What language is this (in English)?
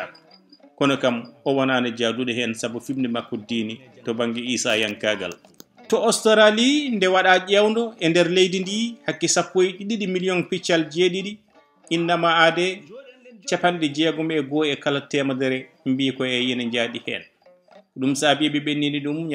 Fula